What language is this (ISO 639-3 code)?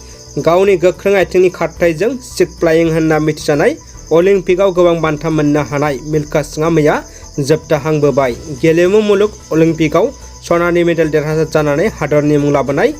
brx